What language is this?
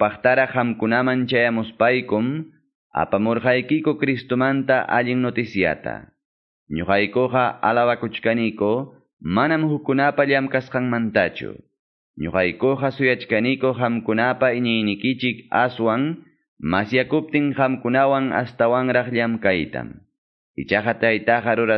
Quechua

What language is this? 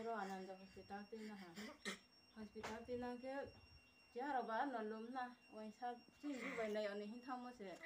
Riang (India)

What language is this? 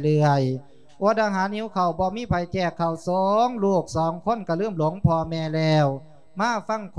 Lao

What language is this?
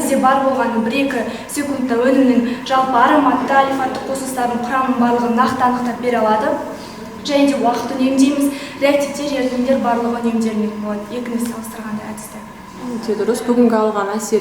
Kazakh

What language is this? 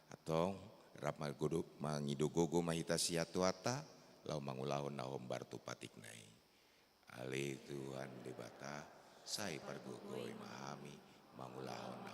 Batak Toba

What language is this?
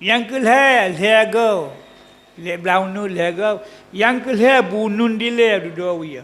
Achinese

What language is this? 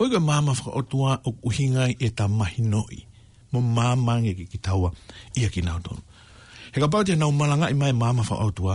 Tongan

